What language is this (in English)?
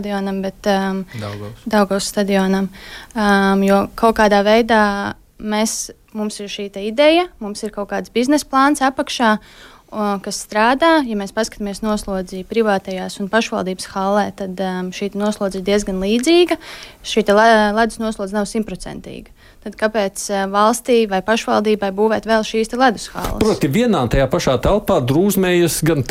Latvian